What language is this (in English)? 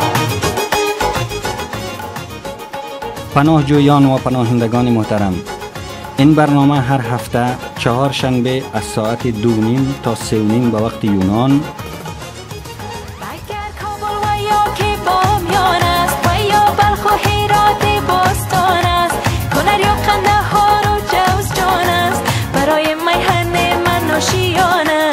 Persian